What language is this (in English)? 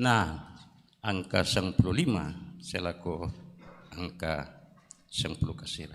Toraja-Sa'dan